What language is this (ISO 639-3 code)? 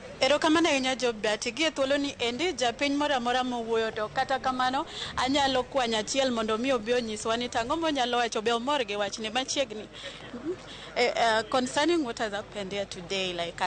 luo